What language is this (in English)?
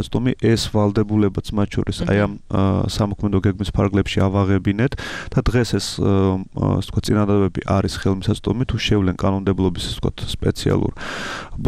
Georgian